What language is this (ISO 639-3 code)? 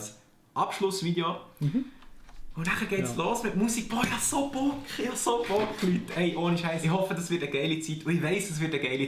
gsw